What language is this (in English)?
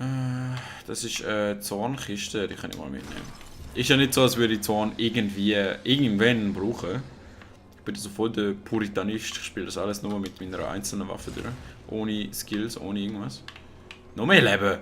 Swiss German